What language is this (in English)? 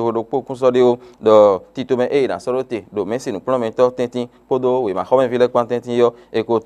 Fon